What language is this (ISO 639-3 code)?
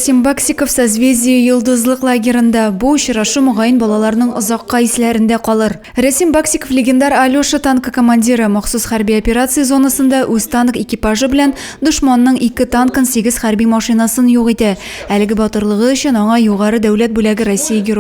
tat